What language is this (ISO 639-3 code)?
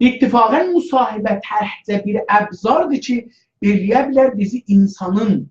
azb